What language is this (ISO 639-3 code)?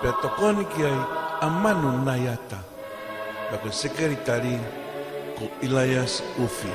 ton